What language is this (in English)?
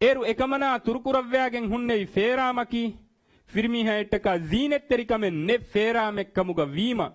Divehi